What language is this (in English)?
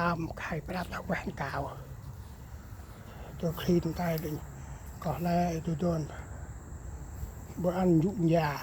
Central Mnong